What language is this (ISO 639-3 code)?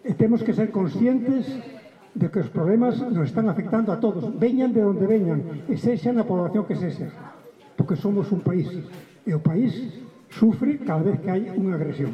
glg